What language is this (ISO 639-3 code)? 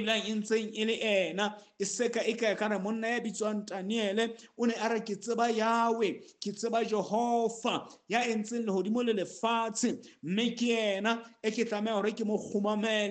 sot